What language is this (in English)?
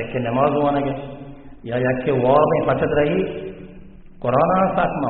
Baluchi